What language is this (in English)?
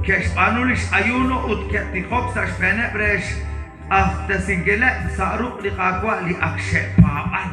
Kekchí